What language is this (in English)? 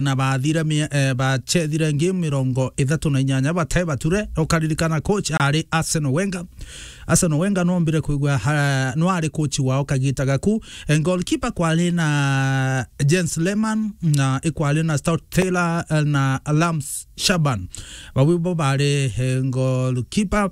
Meru